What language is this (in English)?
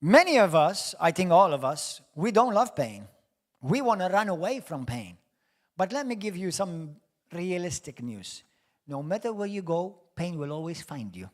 English